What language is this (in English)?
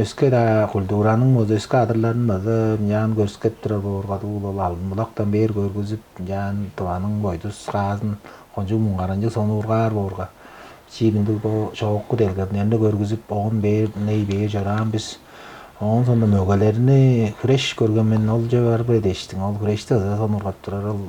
Tuvinian